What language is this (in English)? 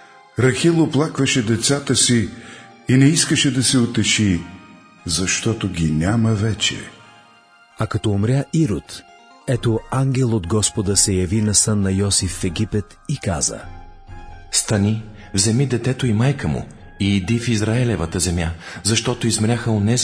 Bulgarian